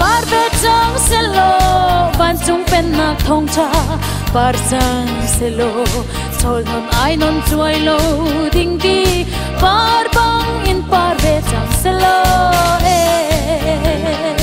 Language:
Hakha Chin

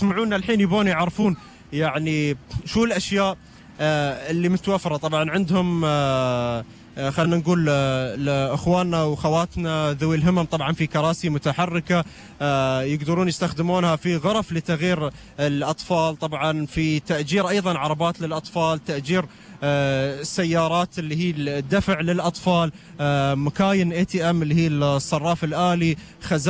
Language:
Gulf Arabic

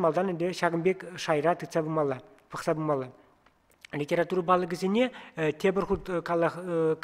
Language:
Chuvash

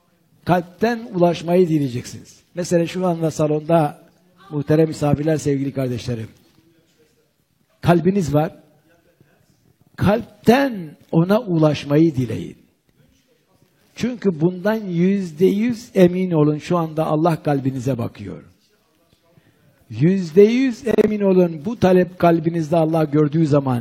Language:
Turkish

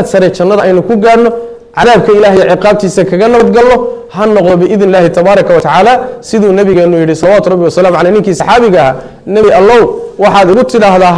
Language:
Somali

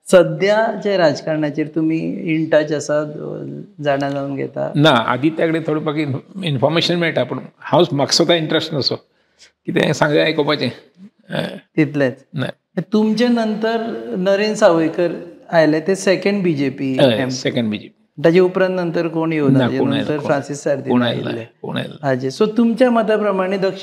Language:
Konkani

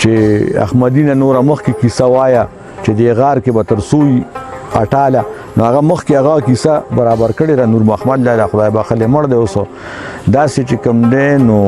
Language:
Pashto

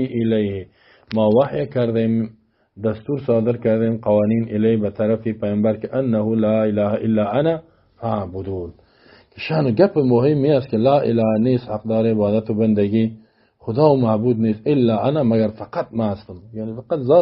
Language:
Persian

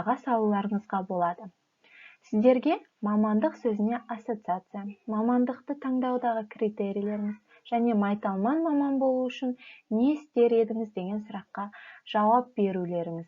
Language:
Kazakh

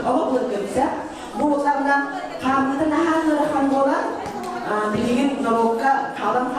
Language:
Yakut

